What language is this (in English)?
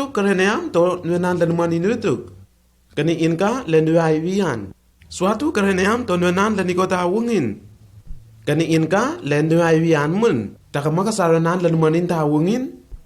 Lenakel